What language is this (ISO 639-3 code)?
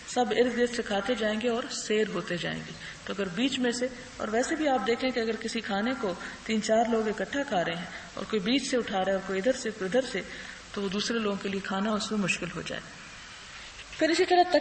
urd